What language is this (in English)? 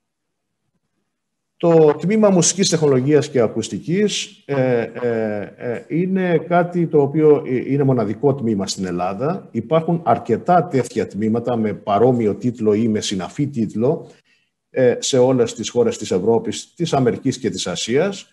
Greek